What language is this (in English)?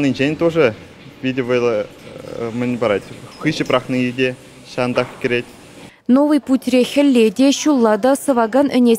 Chuvash